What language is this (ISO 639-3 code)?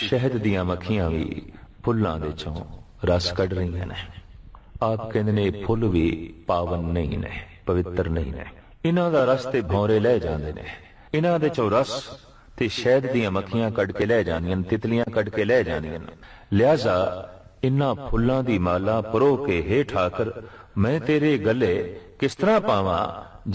pan